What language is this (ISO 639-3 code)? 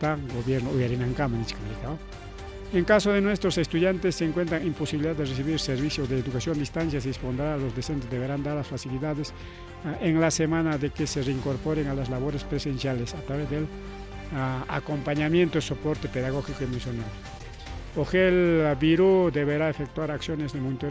quy